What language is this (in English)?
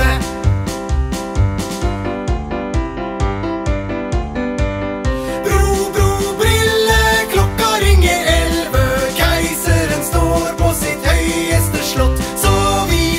Norwegian